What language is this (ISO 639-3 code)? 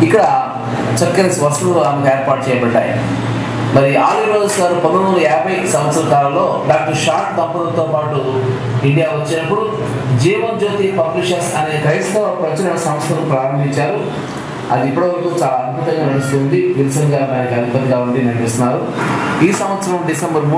tel